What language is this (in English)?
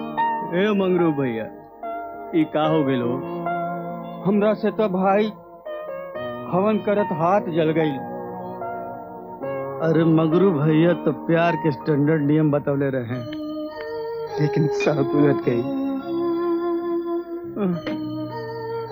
Bhojpuri